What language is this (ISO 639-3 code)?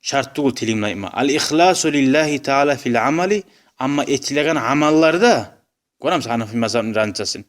kum